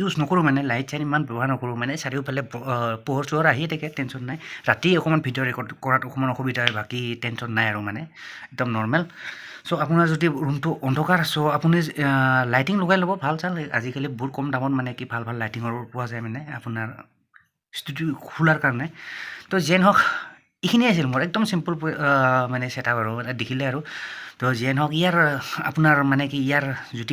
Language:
Assamese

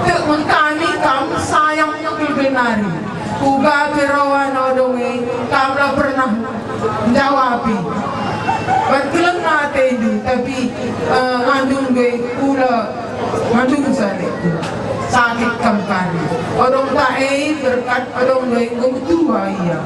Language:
Batak Karo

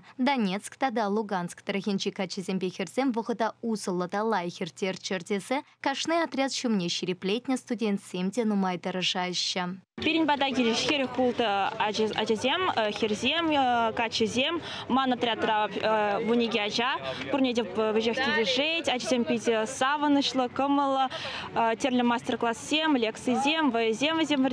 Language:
Chuvash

